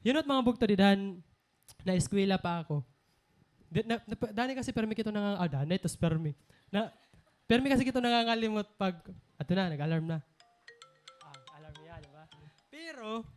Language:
Waray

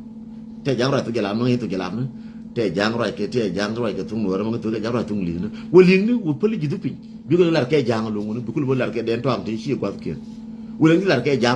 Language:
Nuer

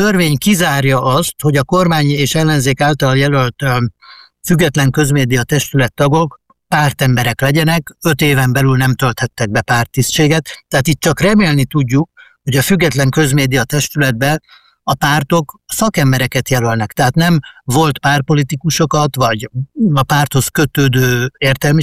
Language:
Hungarian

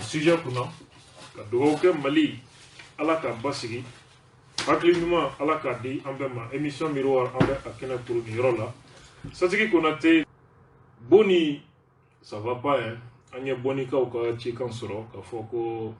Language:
Bambara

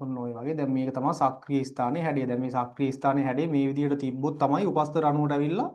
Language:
Sinhala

